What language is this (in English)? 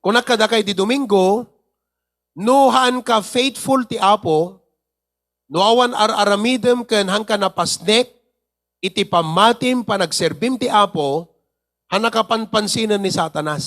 Iloko